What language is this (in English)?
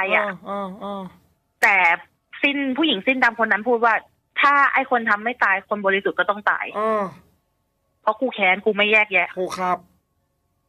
Thai